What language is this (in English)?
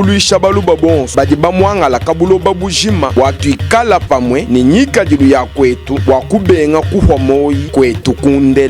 Luba-Lulua